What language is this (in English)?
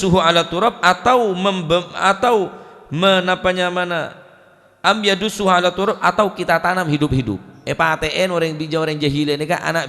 Madurese